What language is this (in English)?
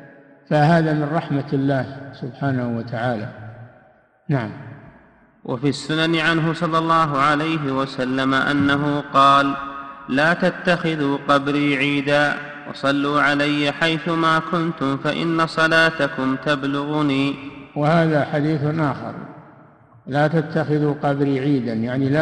Arabic